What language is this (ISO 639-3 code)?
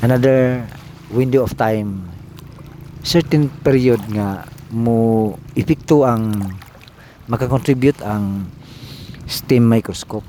ceb